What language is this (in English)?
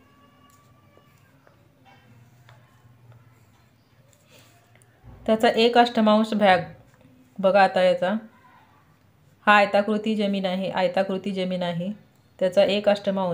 Marathi